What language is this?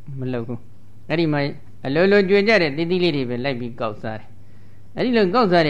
Burmese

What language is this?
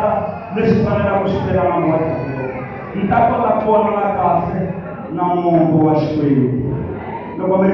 Tsonga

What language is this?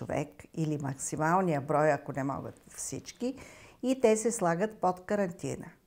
Bulgarian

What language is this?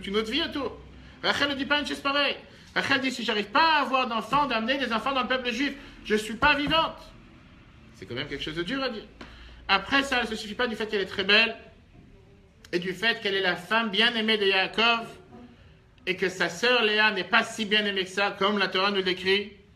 French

